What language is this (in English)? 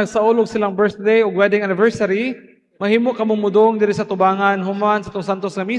Cebuano